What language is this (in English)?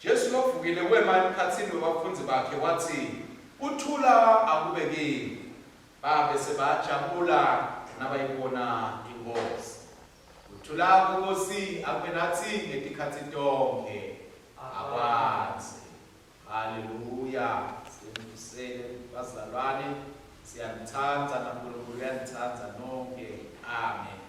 Swati